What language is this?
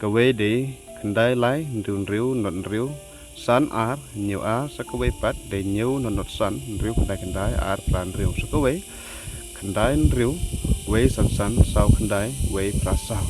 Khasi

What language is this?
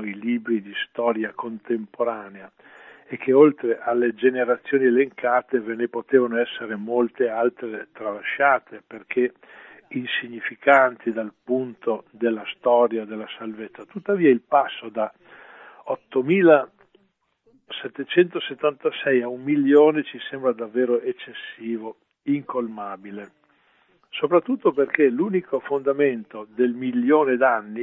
Italian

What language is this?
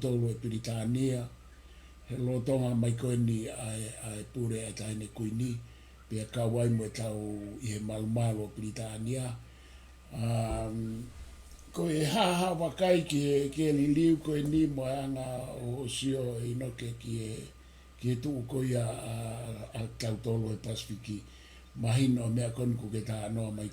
Tongan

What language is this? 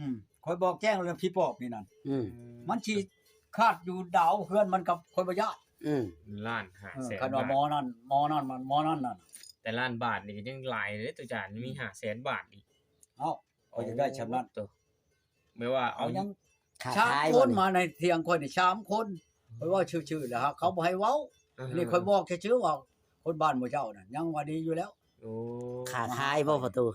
Northeastern Thai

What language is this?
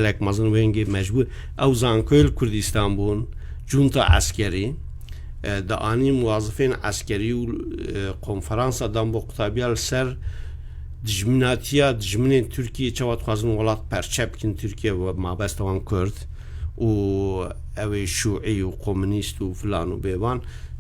Kurdish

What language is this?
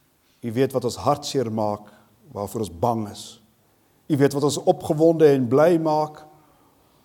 Afrikaans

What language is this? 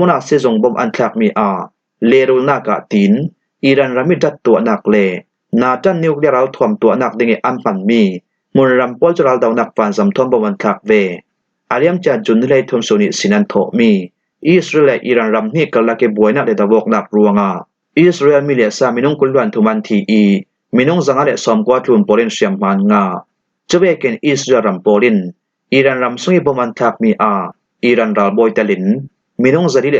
Falam Chin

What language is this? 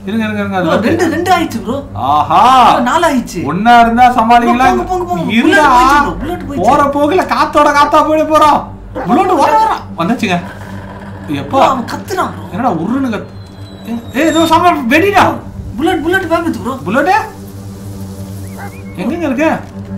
Tamil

